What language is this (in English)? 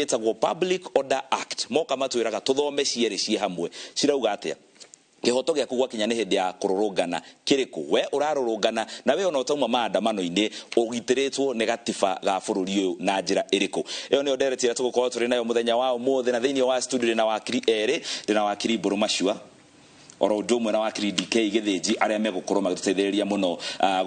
Kikuyu